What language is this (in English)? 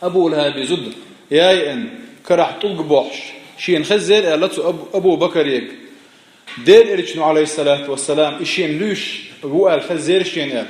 Chechen